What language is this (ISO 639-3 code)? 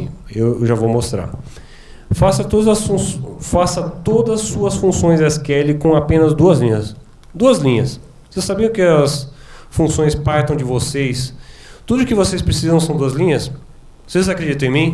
por